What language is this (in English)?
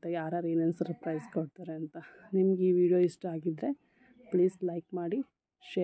Kannada